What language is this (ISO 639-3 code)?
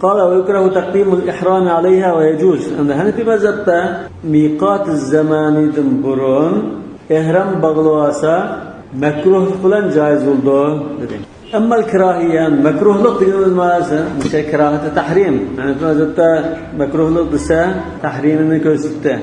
uig